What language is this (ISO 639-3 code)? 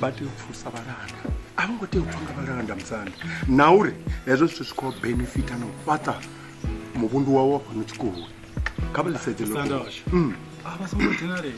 ven